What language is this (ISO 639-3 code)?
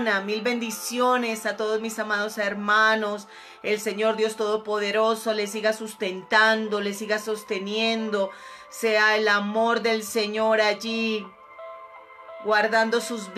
spa